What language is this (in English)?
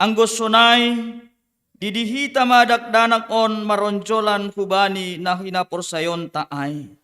Batak Simalungun